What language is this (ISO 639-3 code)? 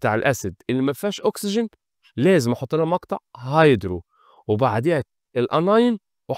arz